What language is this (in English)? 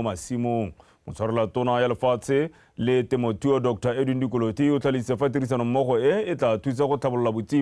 Tswana